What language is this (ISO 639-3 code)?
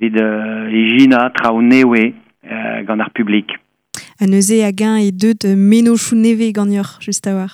bre